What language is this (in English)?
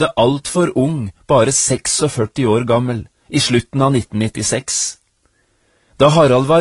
Norwegian